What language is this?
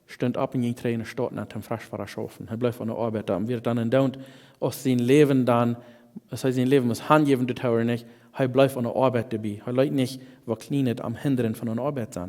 Plautdietsch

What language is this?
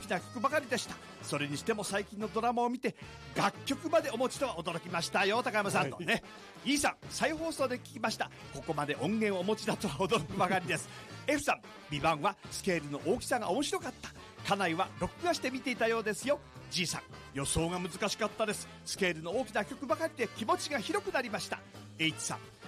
Japanese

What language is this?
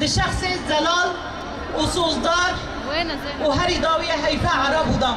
Kurdish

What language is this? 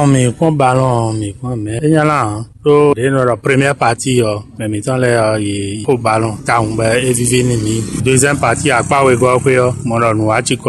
Fon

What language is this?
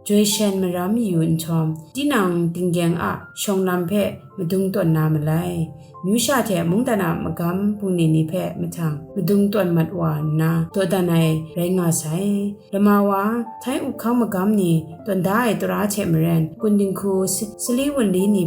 Kachin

